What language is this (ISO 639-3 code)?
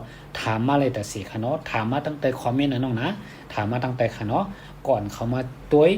shn